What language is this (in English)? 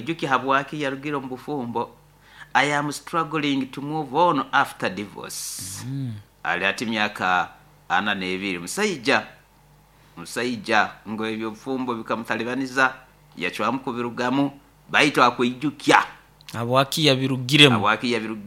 Nyoro